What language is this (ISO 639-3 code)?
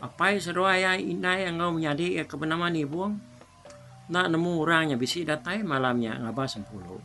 iba